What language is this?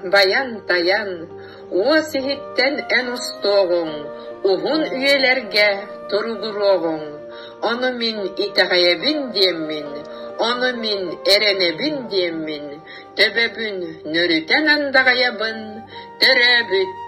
Yakut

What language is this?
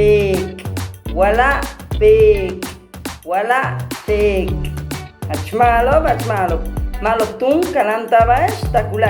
Yucateco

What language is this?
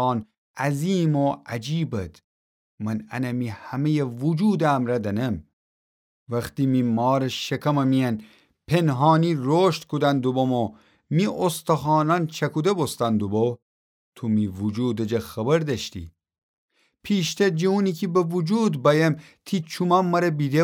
Gilaki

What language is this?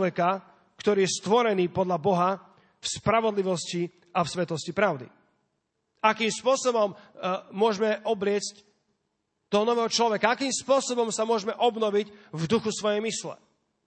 Slovak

